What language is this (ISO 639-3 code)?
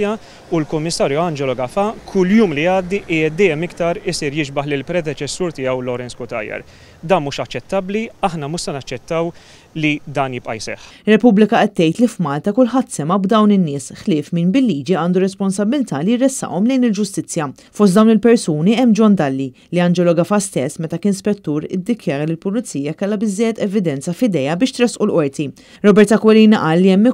mlt